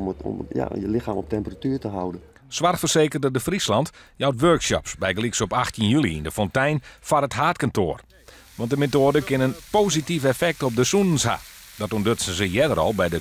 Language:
Western Frisian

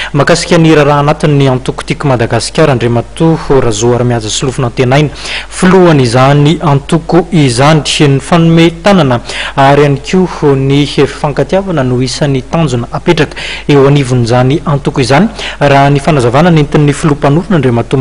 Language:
Malagasy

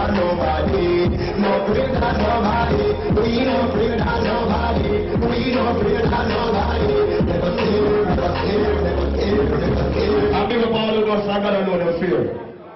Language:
Jamaican Creole English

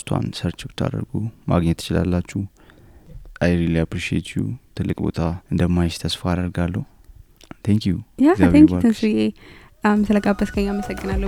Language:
Amharic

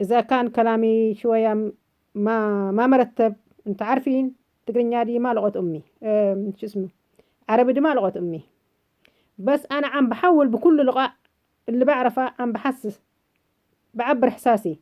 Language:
North Levantine Arabic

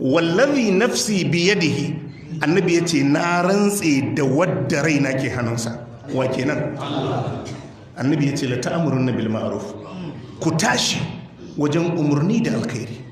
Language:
Hausa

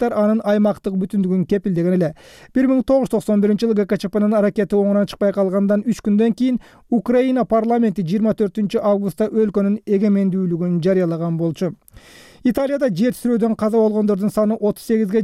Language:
Kyrgyz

